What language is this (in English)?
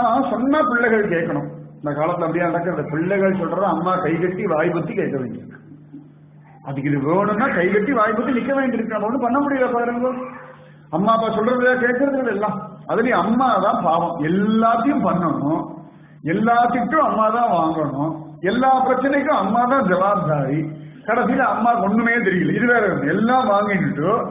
Tamil